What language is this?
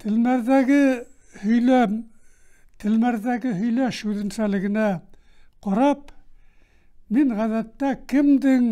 Bashkir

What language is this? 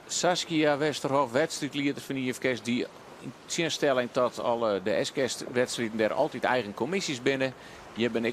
Western Frisian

